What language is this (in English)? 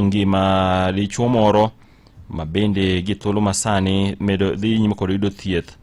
Luo (Kenya and Tanzania)